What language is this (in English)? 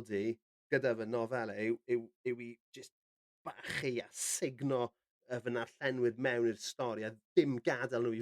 Welsh